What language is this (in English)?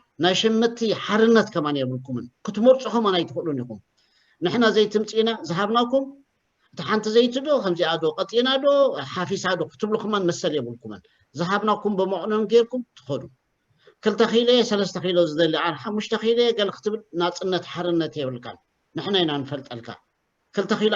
Tigrinya